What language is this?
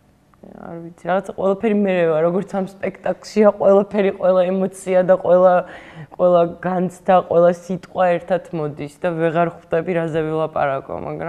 Georgian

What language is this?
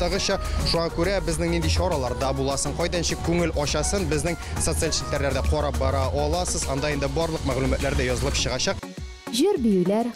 Tatar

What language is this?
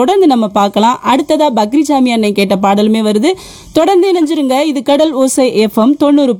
Tamil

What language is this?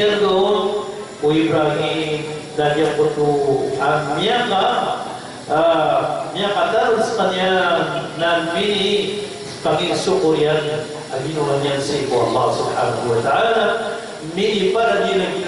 Maranao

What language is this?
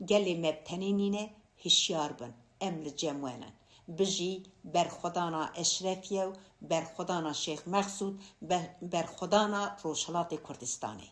Kurdish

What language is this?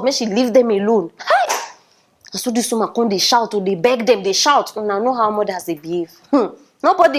Nigerian Pidgin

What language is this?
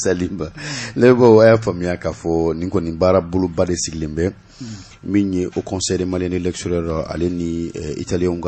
Bambara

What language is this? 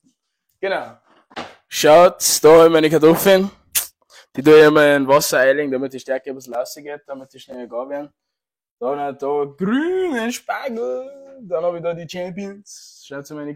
Bavarian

